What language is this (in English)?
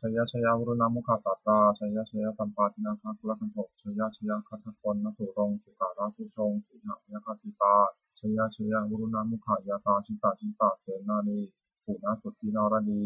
Pali